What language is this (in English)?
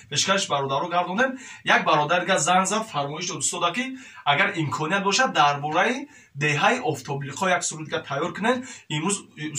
Tajik